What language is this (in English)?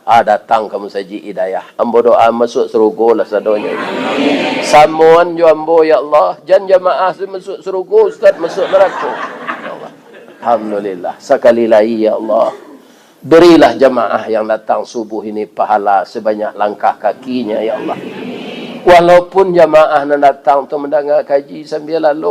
Minangkabau